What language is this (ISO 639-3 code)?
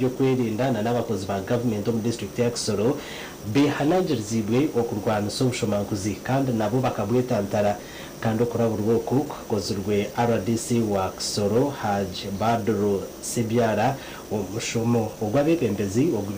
nyn